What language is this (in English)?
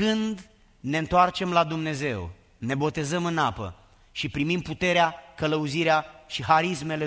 Romanian